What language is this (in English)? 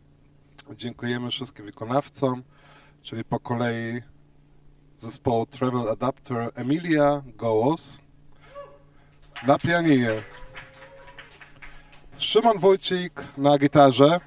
Polish